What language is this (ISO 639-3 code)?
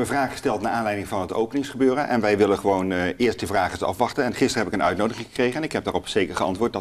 nld